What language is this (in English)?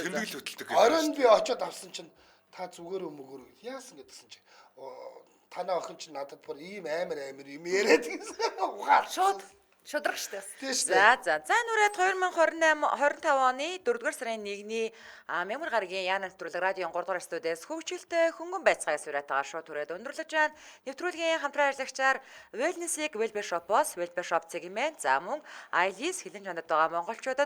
Mongolian